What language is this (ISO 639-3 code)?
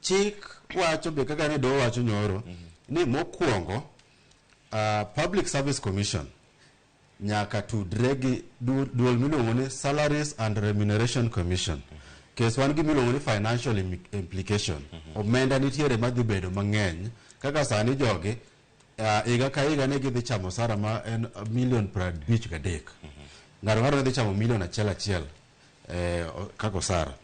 luo